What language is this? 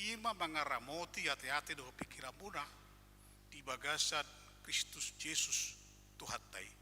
Batak Toba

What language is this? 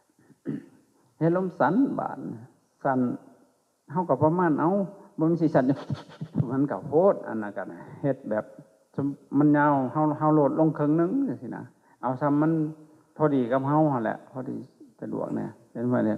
Lao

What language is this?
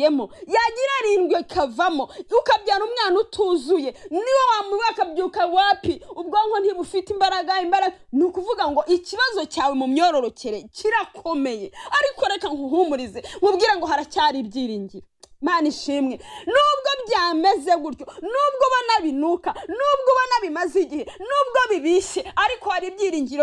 Kinyarwanda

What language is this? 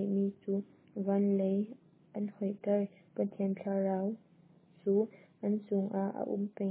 Hakha Chin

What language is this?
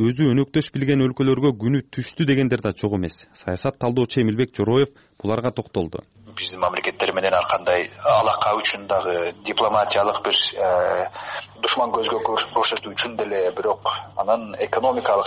Kyrgyz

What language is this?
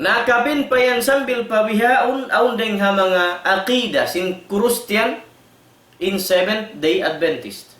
Tausug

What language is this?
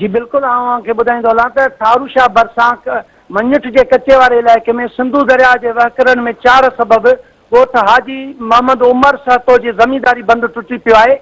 Sindhi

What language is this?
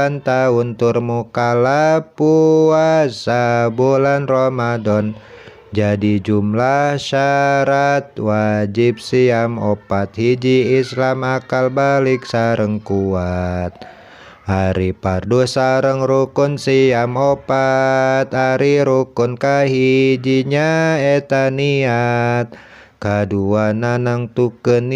Sundanese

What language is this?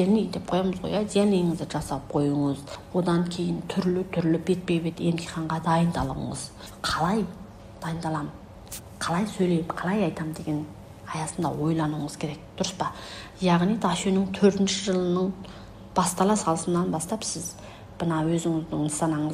Kazakh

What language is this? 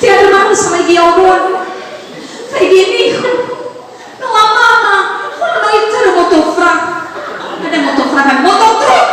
Nias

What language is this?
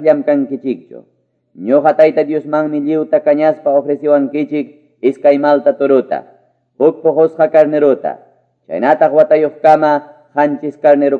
Ayacucho Quechua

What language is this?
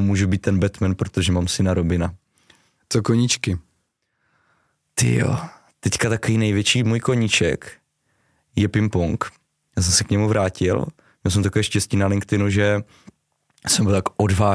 Czech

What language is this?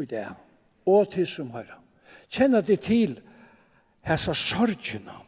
Faroese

